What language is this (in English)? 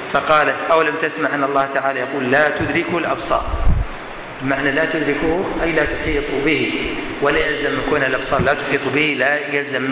Arabic